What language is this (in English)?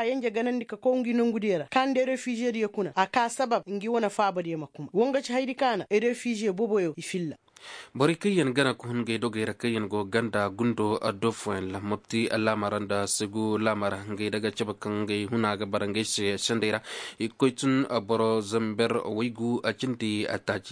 Koyraboro Senni